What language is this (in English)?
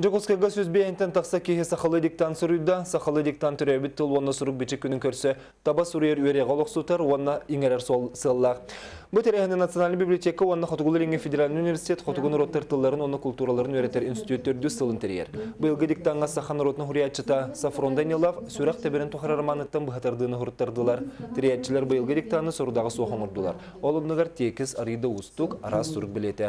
Tatar